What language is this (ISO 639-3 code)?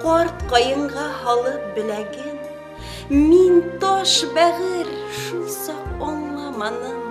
bak